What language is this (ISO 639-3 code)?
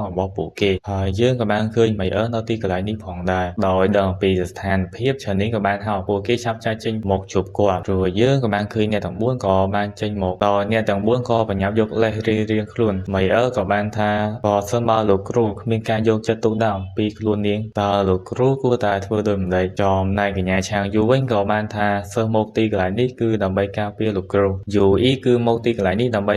khm